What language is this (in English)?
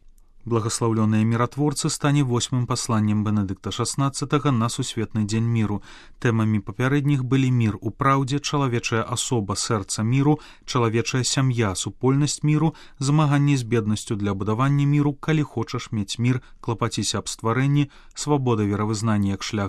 Belarusian